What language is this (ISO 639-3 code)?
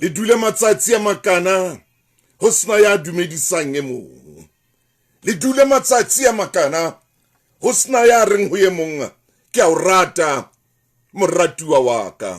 sot